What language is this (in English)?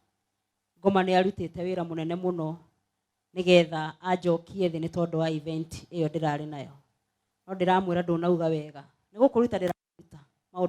Kikuyu